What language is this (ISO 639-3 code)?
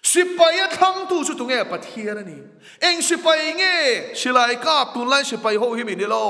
lus